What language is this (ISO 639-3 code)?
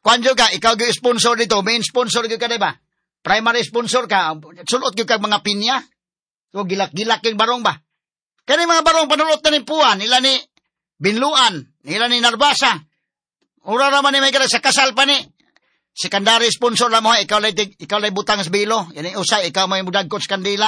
ceb